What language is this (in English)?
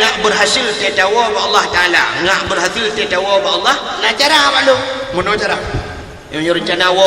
Achinese